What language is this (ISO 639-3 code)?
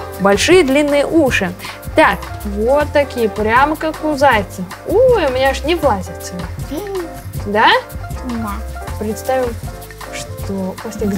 rus